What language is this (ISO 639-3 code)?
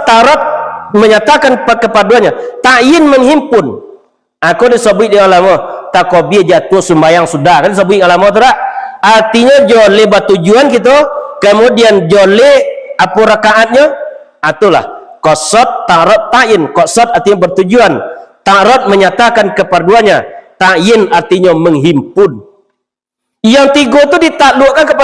min